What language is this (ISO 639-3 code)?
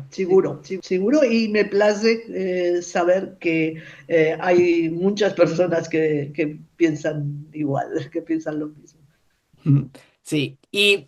lad